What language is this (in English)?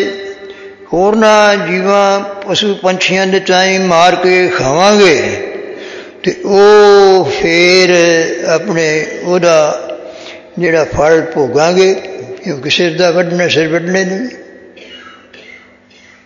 Punjabi